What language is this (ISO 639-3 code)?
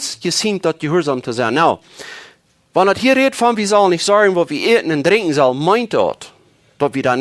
pdt